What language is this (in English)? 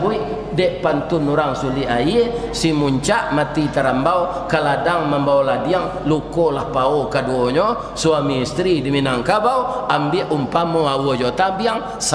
Minangkabau